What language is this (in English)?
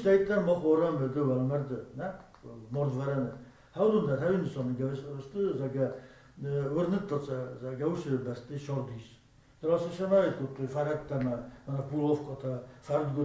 Ossetic